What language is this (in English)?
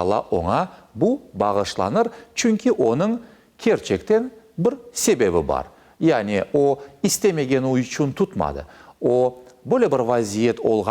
Crimean Tatar